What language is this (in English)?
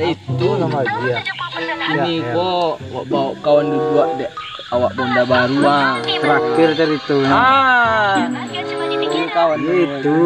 Minangkabau